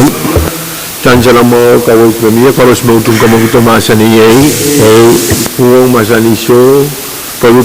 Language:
Pohnpeian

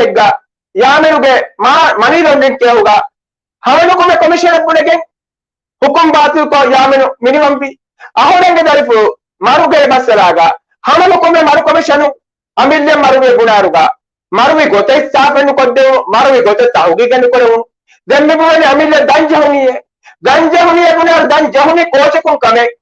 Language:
Divehi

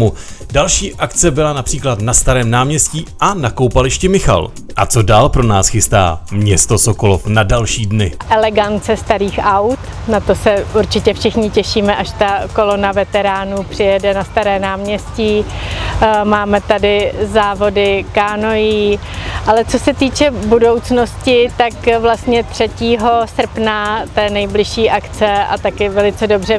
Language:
Czech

